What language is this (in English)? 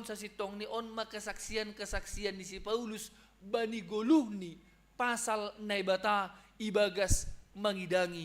Batak Simalungun